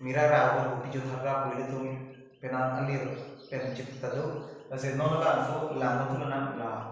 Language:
Karbi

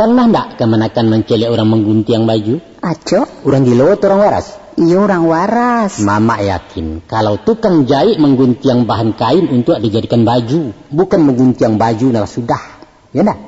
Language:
Minangkabau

